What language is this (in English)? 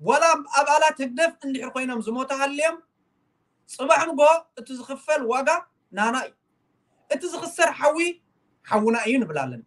Tigrinya